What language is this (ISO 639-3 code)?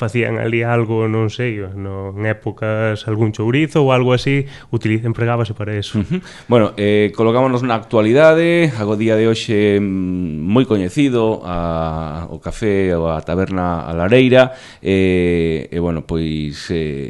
glg